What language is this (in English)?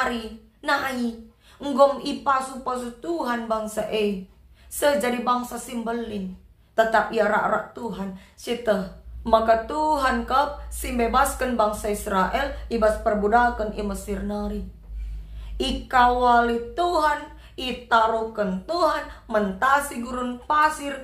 Batak Karo